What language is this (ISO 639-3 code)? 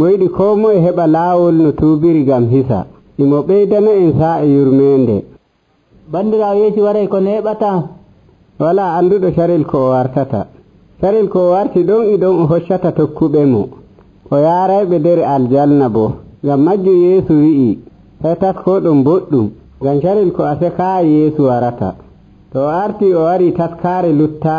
fuv